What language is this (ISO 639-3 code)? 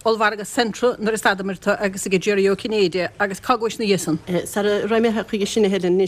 gle